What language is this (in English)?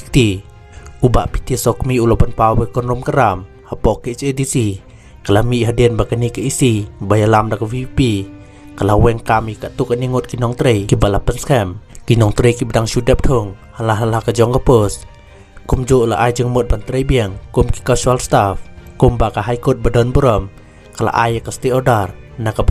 Khasi